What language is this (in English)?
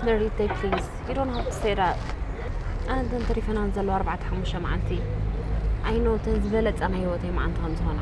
Tigrinya